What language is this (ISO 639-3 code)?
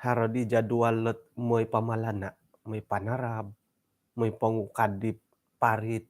dtp